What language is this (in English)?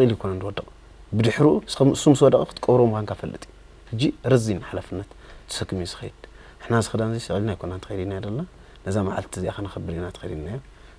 Tigrinya